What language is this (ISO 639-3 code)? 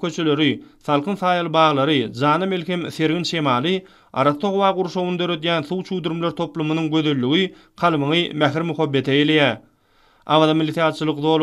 tuk